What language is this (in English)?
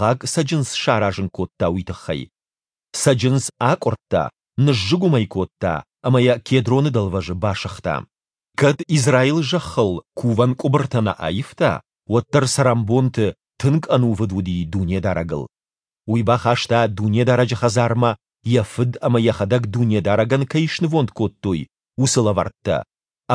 Ossetic